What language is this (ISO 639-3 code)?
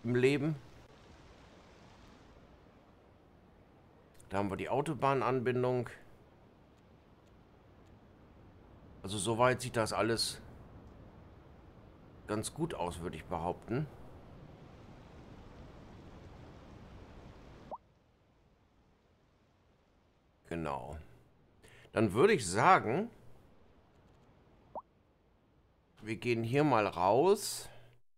deu